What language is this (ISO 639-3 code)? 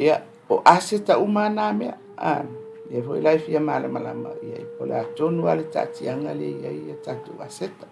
smo